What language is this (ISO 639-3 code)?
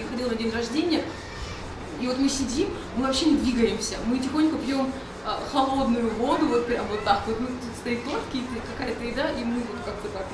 rus